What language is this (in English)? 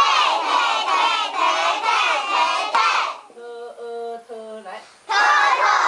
Min Nan Chinese